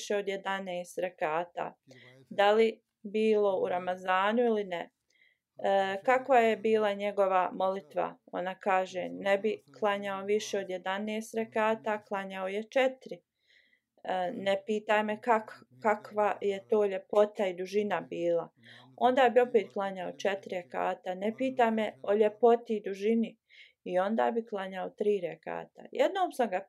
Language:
Bosnian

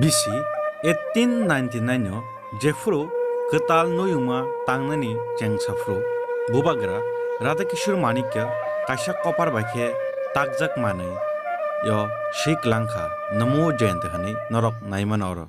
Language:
Kok Borok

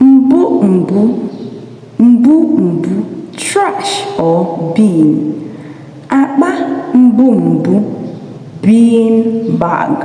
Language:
Igbo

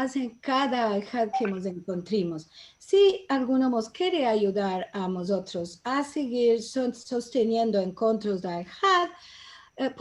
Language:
Ladino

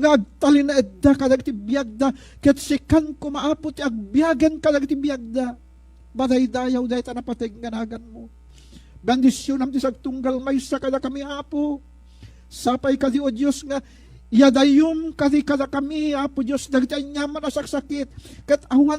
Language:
Iloko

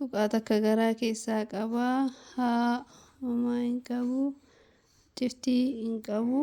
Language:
Oromo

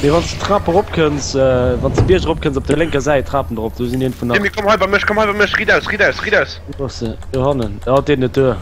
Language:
Luxembourgish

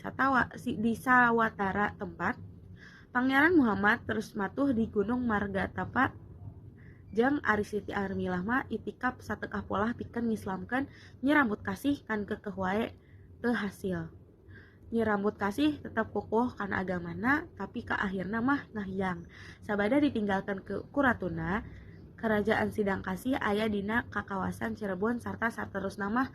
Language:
Sundanese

